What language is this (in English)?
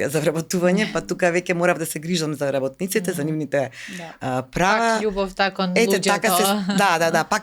Macedonian